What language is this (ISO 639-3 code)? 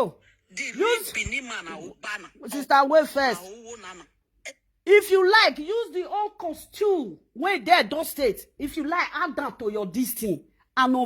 pcm